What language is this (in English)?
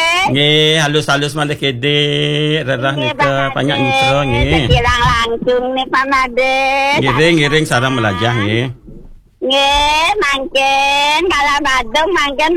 Balinese